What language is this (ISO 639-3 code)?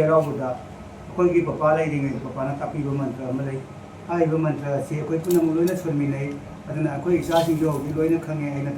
mni